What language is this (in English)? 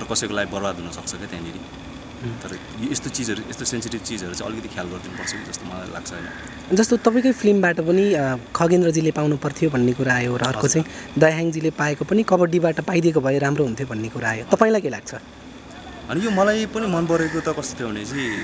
Nepali